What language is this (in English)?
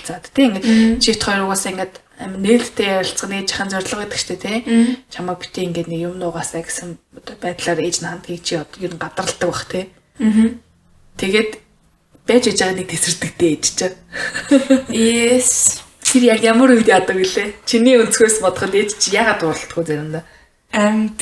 Mongolian